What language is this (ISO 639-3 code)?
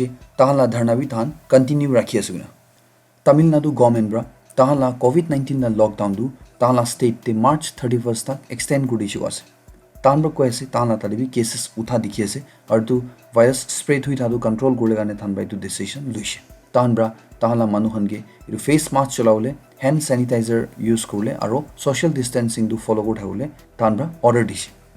nag